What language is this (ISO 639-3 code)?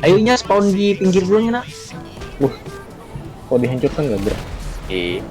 bjn